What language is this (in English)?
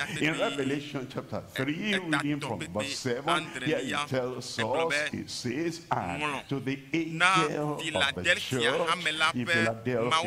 Ewe